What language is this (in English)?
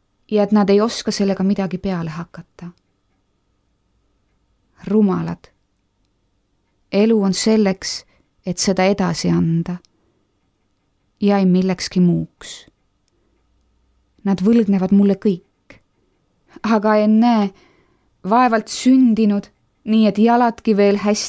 Estonian